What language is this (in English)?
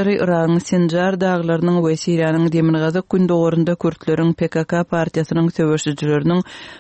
Kyrgyz